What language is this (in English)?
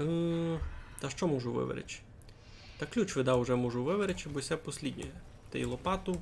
Rusyn